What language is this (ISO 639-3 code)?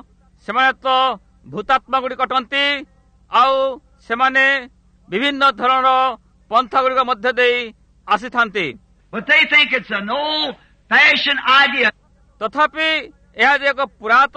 ori